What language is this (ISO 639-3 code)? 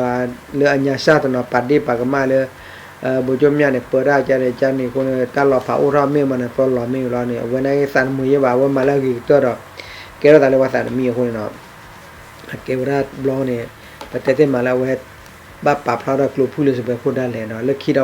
ksw